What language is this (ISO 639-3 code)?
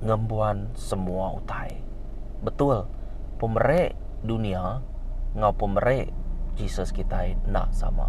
iba